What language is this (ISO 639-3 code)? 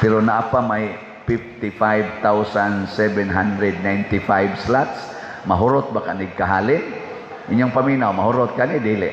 ceb